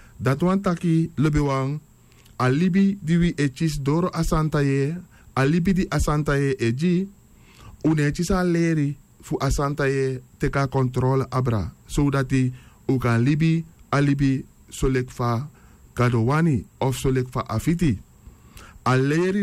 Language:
Sranan Tongo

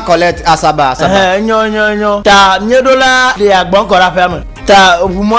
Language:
Ewe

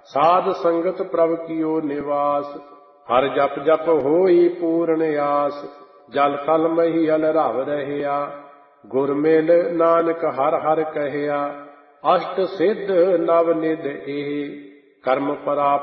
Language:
Punjabi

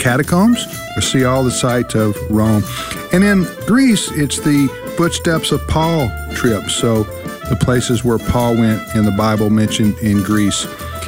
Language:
English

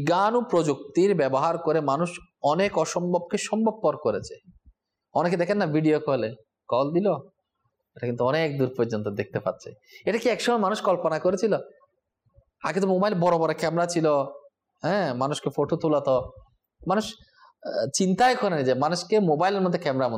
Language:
Bangla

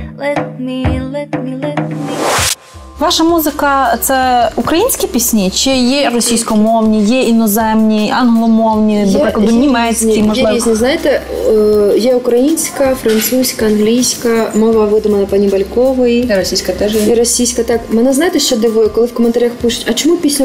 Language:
Ukrainian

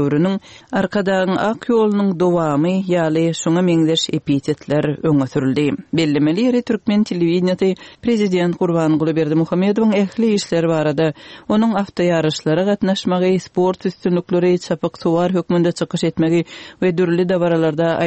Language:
Turkmen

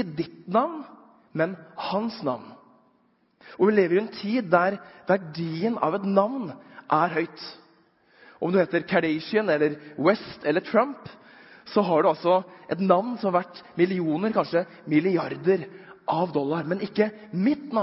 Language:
Norwegian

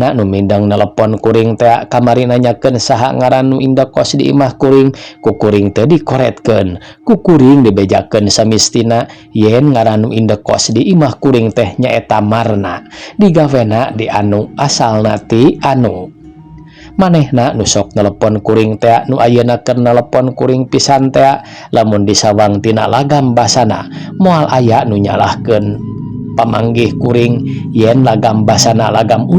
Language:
Sundanese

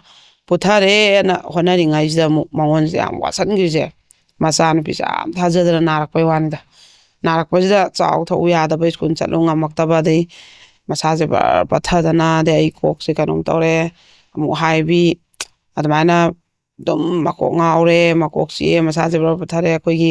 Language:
Manipuri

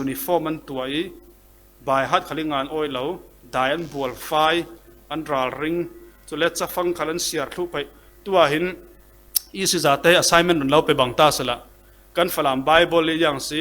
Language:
Falam Chin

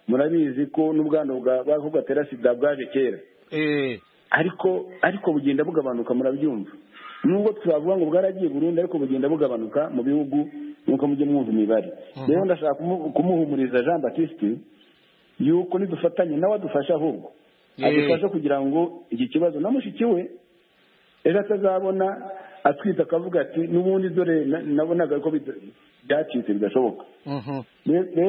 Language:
Kinyarwanda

